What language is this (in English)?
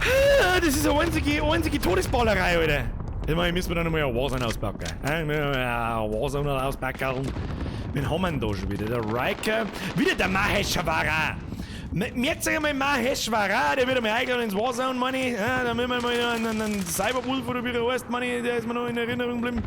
Bavarian